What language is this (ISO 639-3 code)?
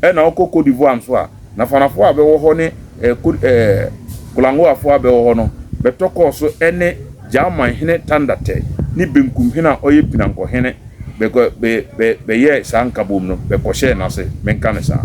aka